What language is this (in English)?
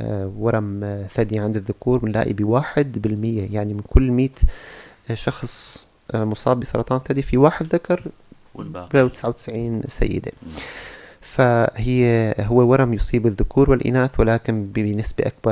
North Levantine Arabic